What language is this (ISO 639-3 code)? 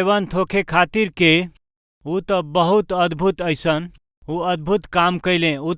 bho